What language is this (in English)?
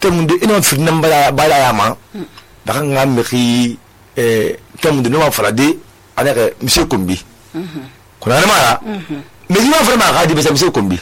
Susu